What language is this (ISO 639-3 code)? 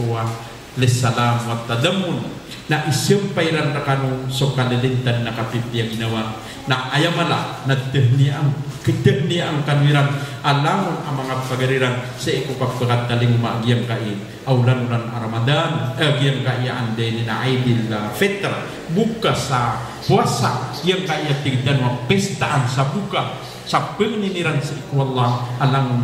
mrw